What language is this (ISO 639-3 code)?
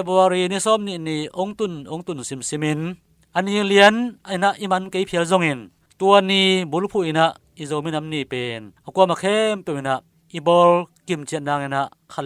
ctd